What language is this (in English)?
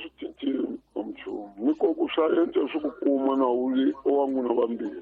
Tsonga